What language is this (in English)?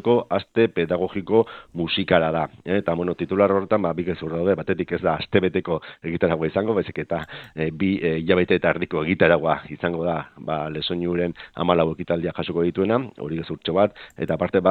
Basque